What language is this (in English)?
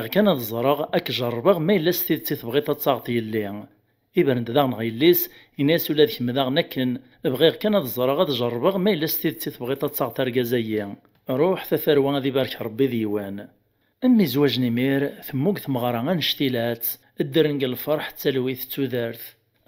Kabyle